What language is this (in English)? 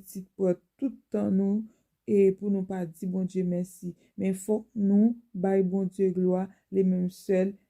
Haitian Creole